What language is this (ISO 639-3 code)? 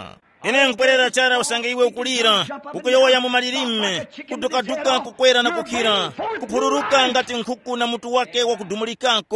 tum